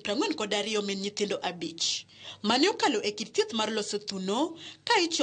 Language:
Luo (Kenya and Tanzania)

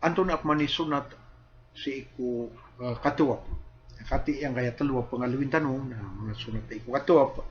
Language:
Maranao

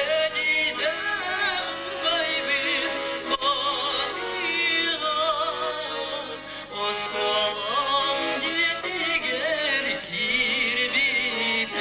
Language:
Yakut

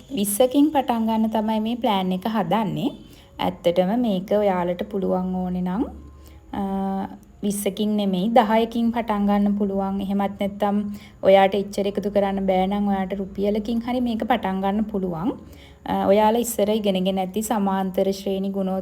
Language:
Sinhala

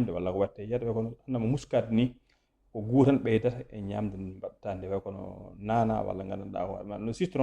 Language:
Fula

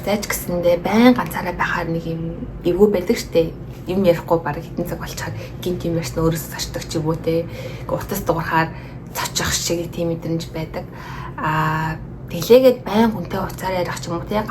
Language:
Mongolian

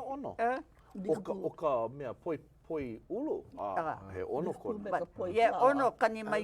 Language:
Hawaiian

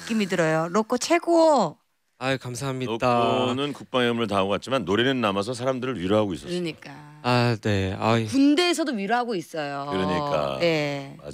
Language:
Korean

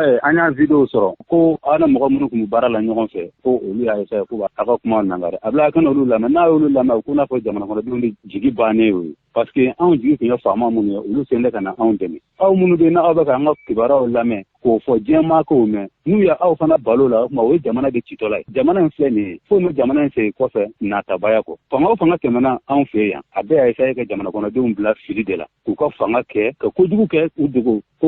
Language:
Bambara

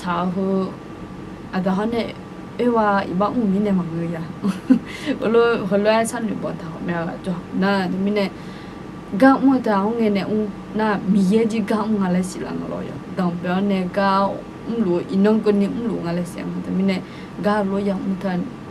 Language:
Akha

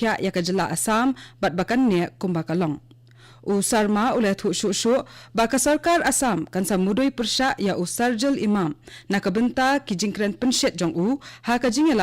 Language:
Khasi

